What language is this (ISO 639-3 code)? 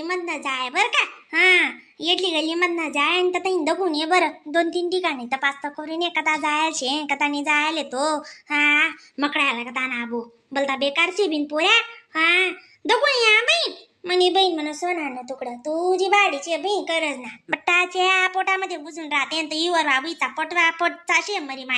khn